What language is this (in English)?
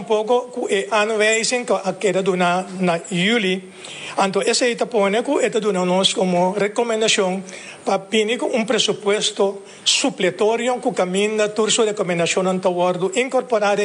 Papiamento